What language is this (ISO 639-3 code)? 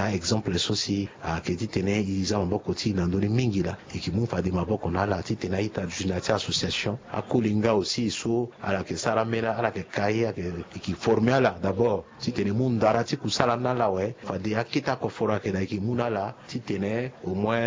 sag